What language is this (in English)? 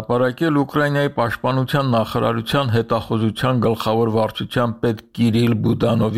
Armenian